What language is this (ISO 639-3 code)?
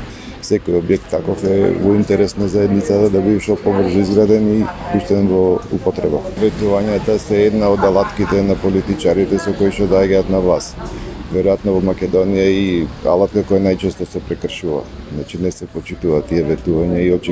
mkd